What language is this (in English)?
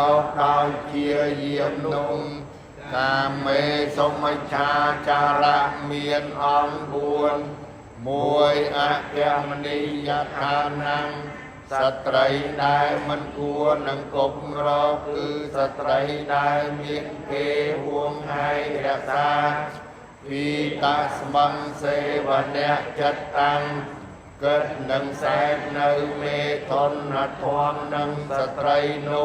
Khmer